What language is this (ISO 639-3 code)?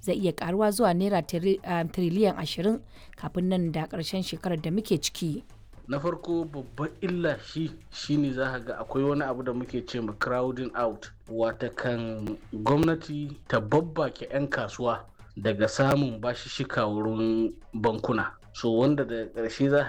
hau